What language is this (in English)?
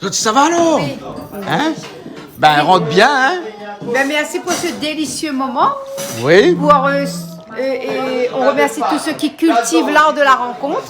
Réunion Creole French